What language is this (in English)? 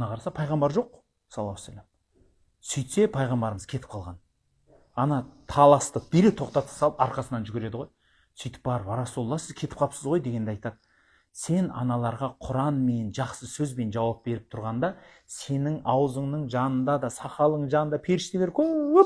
Kazakh